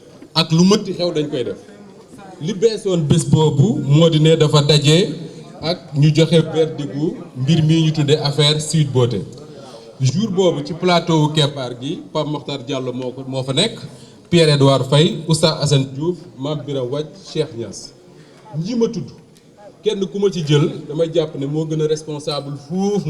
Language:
Wolof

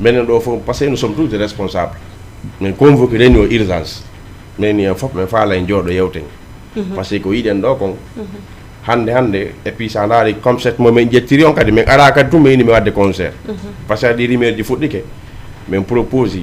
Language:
Fula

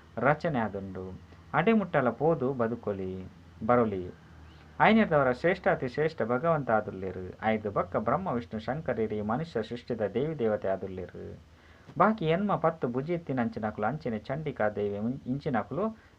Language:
Tulu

